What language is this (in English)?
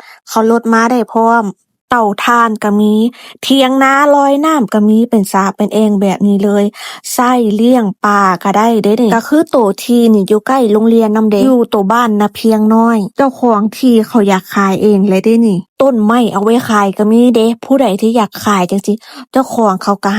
Lao